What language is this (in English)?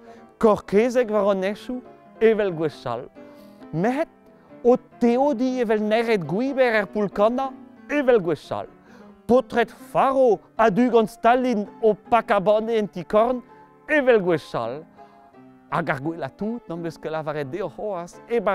Breton